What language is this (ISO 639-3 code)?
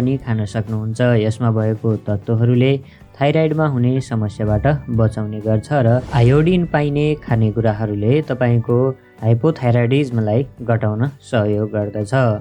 nep